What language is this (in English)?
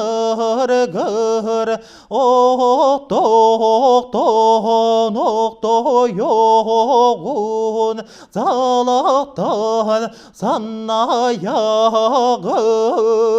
Yakut